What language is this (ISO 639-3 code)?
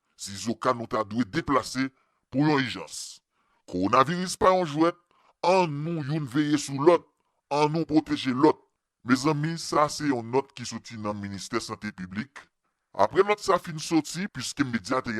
hat